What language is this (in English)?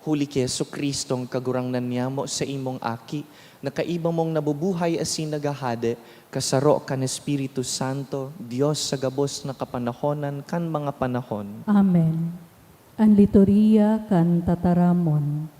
Bikol